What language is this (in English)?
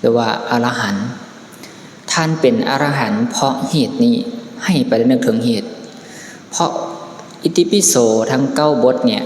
Lao